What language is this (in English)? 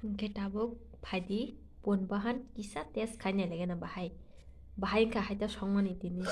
Kok Borok